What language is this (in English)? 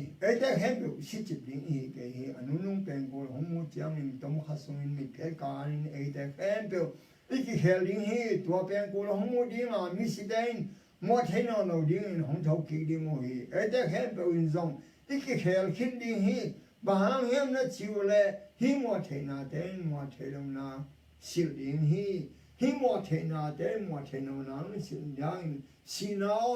Tedim Chin